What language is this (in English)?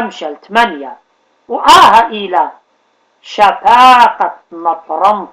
Assyrian Neo-Aramaic